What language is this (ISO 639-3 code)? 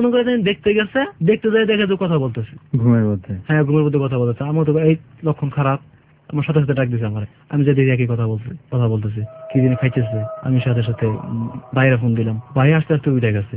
ben